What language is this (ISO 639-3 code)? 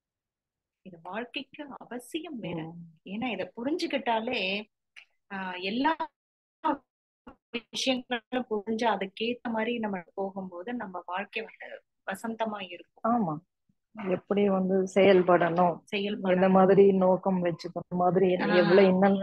tam